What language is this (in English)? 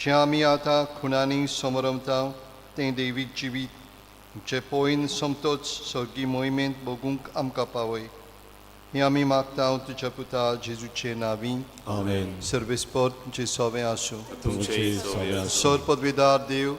Konkani